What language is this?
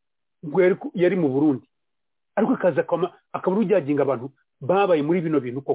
Kinyarwanda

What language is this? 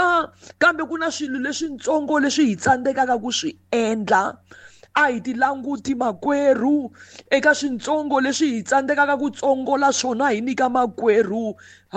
Tsonga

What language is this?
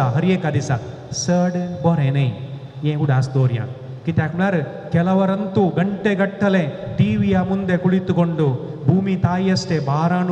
Konkani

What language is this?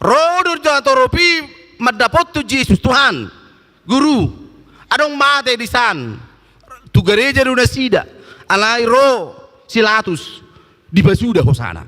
Batak Toba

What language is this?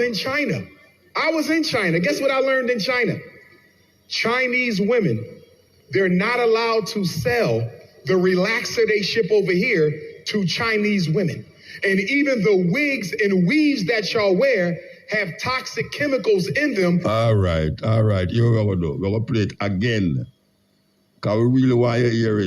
Jamaican Creole English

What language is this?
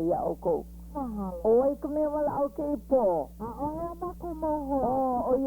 Hawaiian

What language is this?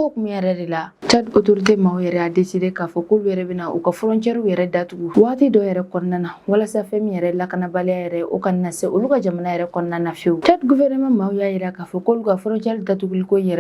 Bambara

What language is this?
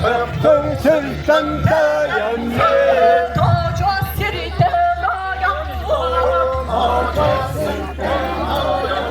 Yakut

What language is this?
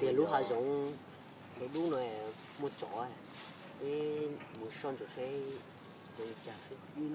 Hmong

